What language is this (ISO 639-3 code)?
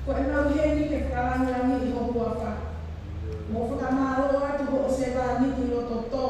ton